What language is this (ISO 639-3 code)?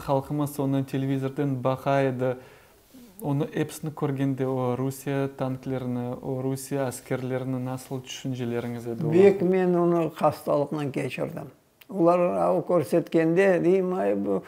crh